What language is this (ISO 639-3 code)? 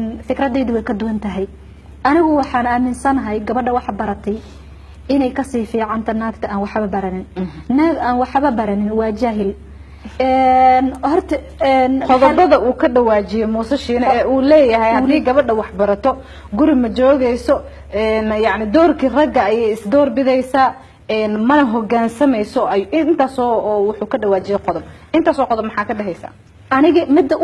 som